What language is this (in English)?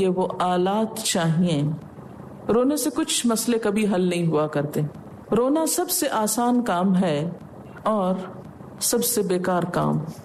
Urdu